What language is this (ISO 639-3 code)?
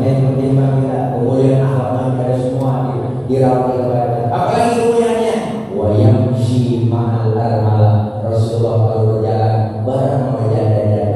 bew